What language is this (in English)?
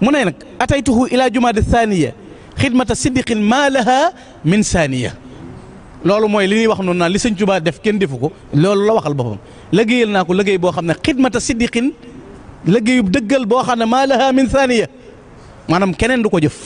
Wolof